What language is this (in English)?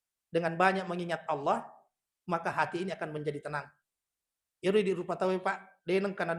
Buginese